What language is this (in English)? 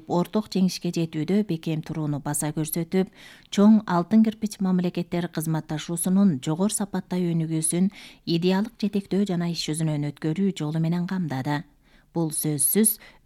Kyrgyz